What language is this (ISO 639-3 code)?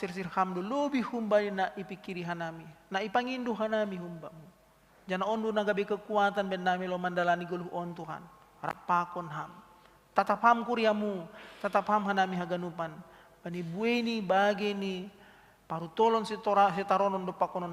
bts